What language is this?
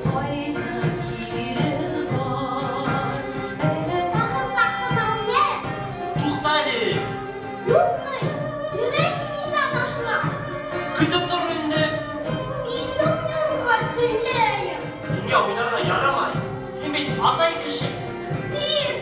Bashkir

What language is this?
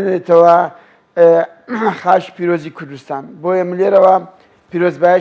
Central Kurdish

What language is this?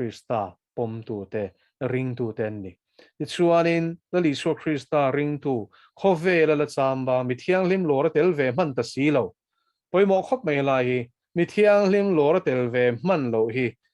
Mizo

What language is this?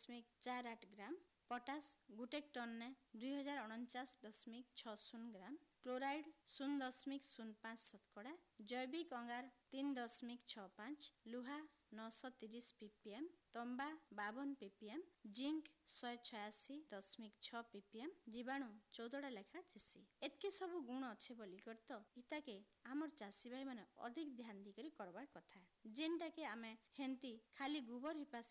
Odia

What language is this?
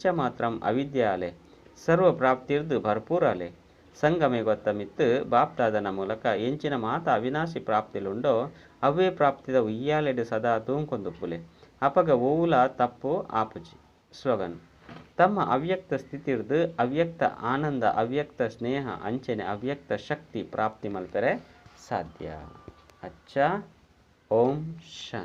Tulu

